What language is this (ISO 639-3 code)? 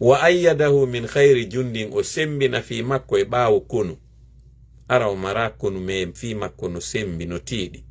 ful